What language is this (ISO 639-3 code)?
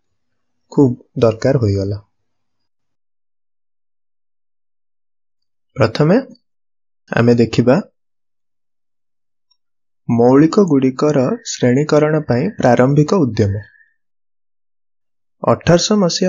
ori